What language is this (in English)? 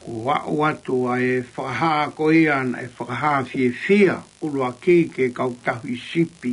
Tongan